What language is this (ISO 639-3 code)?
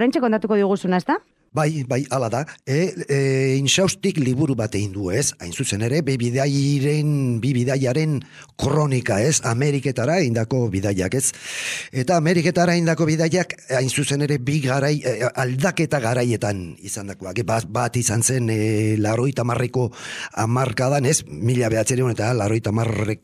eus